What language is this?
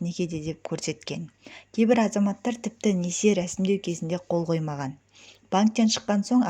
Kazakh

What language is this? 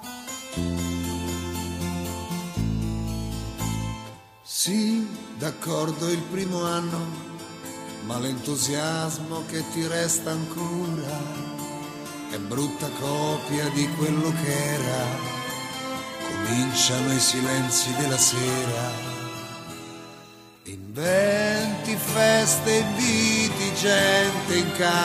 Italian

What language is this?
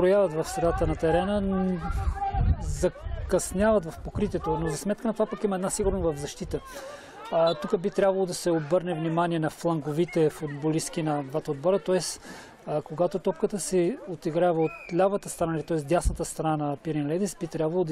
Bulgarian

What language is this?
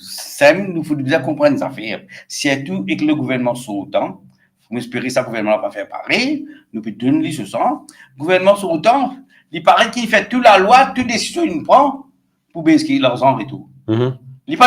Morisyen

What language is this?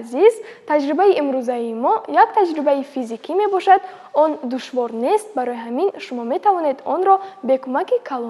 Tajik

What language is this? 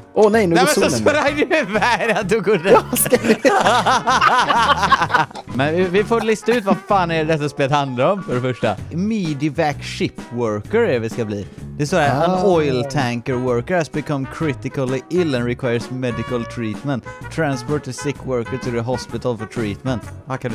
Swedish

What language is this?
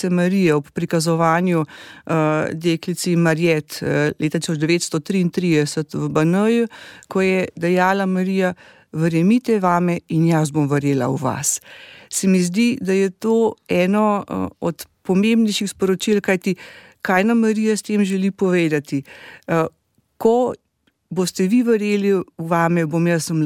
Slovenian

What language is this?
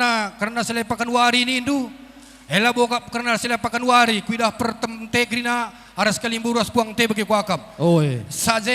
Batak Karo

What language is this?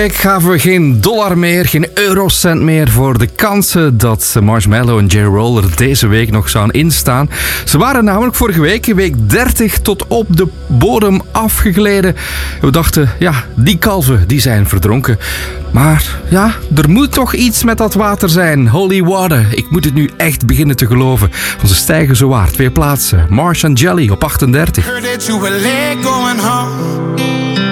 Dutch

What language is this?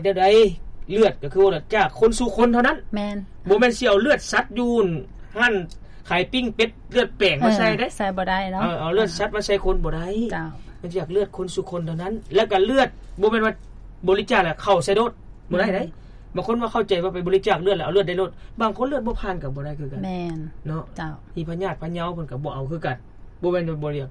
Lao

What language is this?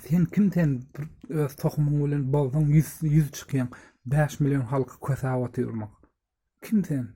Turkmen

